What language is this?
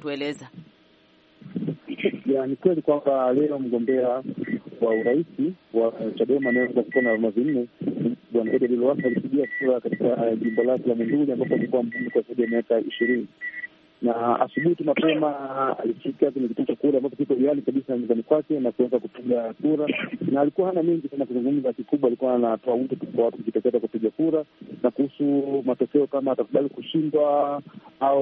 Swahili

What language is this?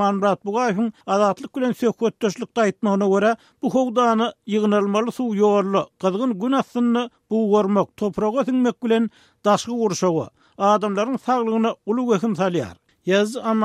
Turkmen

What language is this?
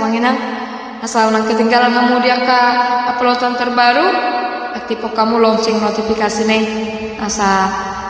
Batak Toba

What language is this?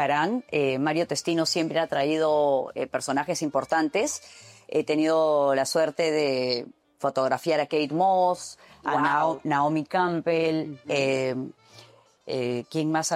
Spanish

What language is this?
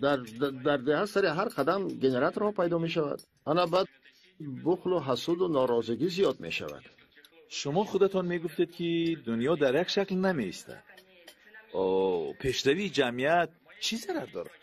Tajik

